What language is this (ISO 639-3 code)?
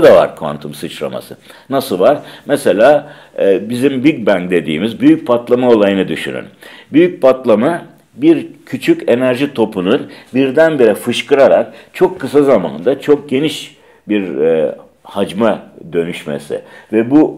tur